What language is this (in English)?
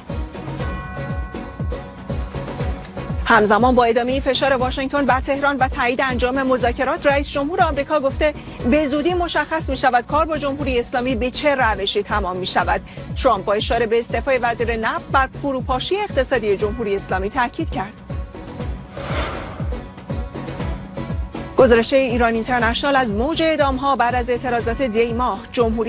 Persian